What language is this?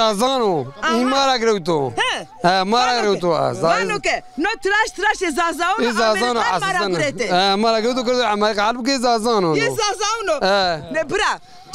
Zaza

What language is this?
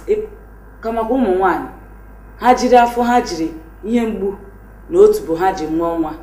Igbo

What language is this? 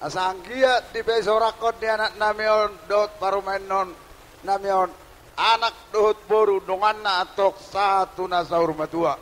Batak Toba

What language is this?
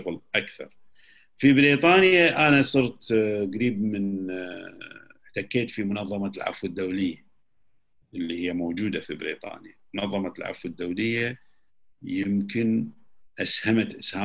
Gulf Arabic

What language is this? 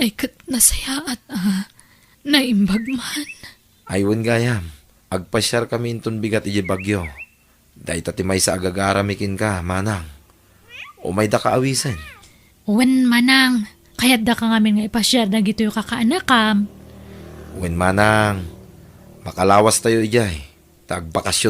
Iloko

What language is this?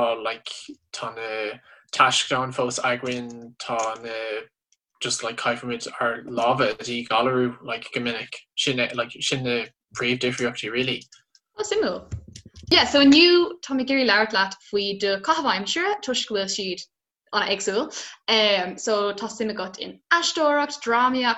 Irish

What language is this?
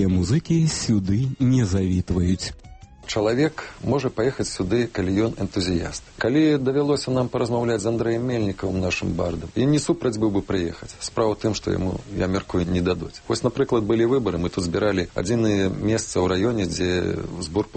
Belarusian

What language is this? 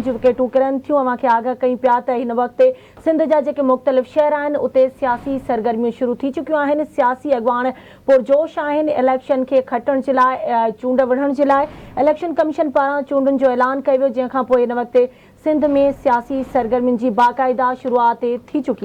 Sindhi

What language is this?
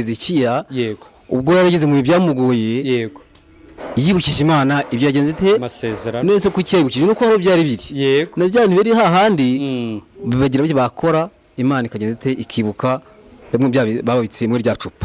Kinyarwanda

